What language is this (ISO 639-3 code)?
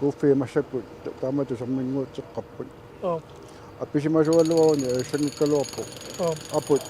kal